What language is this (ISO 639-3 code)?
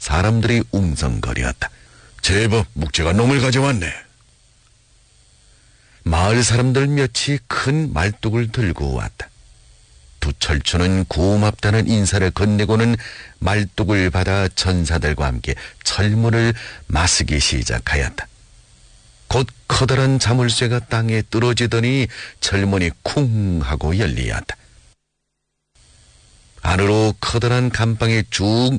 kor